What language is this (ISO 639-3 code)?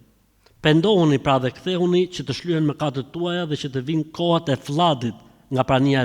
sqi